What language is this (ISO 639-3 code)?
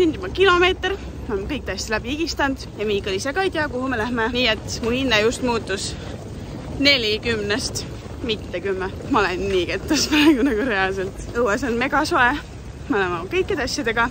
est